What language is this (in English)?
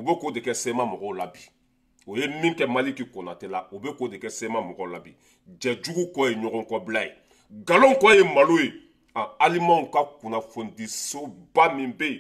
Bambara